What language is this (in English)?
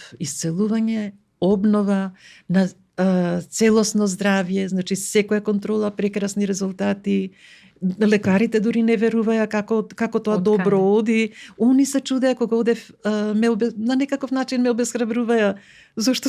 Macedonian